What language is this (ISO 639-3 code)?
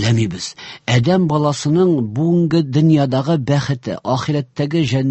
tat